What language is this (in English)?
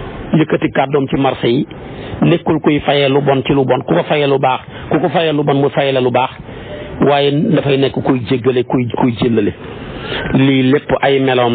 Wolof